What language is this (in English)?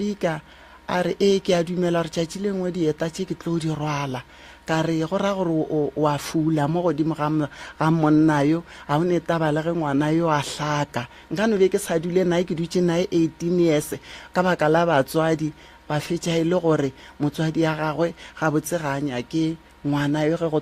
Northern Sotho